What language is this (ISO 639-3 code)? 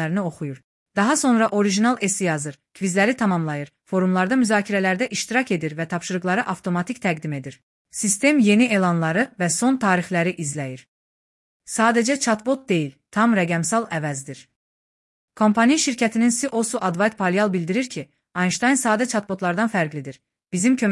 aze